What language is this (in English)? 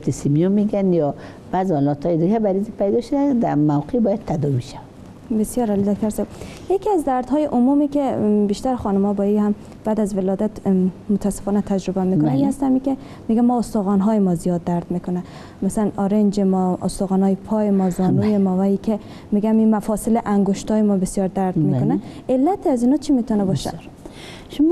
Persian